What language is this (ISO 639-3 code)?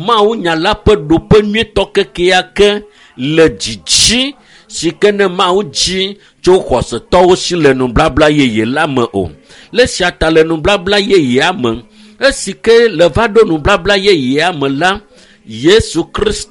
ewe